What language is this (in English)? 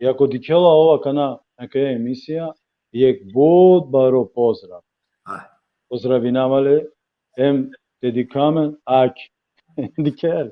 Balkan Romani